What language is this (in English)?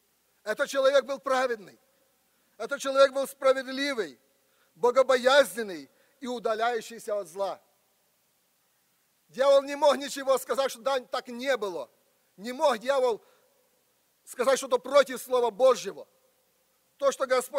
Russian